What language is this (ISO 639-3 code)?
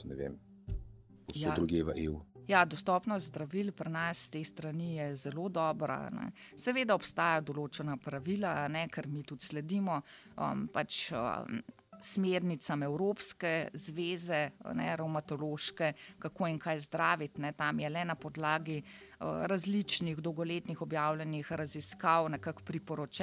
slv